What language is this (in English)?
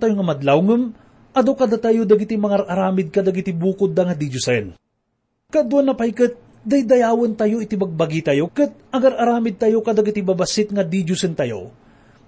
Iloko